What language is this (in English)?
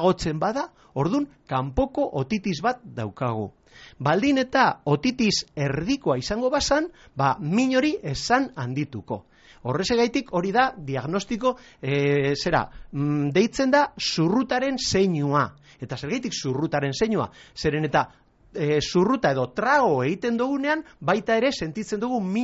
Basque